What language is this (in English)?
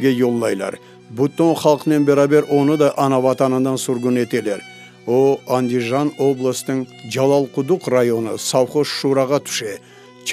Crimean Tatar